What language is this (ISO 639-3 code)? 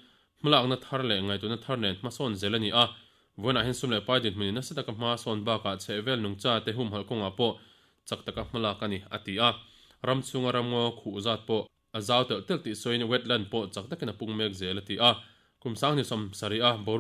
lus